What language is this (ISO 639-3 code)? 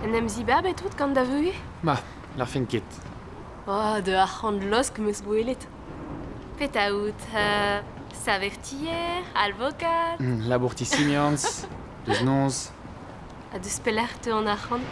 bre